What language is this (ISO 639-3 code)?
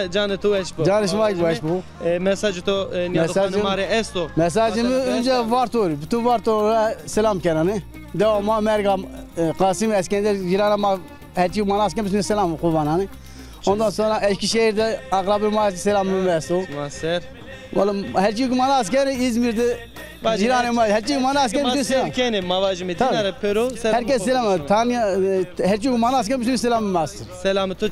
zza